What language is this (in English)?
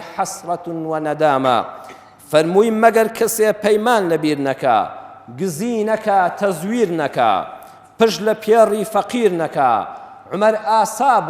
Central Kurdish